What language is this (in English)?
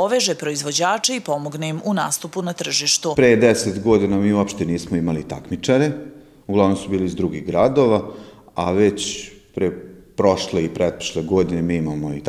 Serbian